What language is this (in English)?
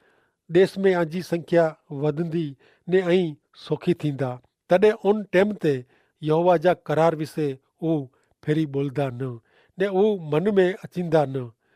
Kachhi